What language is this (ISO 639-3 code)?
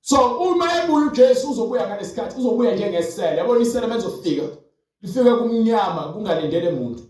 zul